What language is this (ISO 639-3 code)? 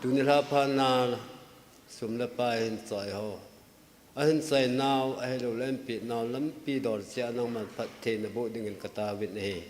tcz